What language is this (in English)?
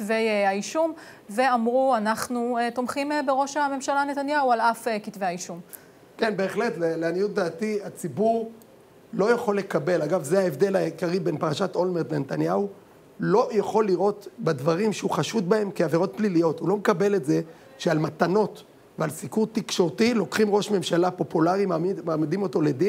Hebrew